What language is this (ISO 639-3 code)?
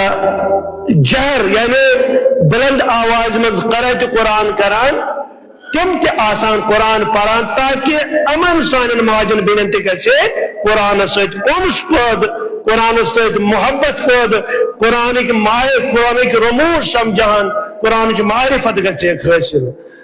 kas